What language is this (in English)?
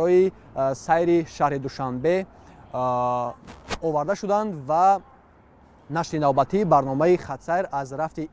Tajik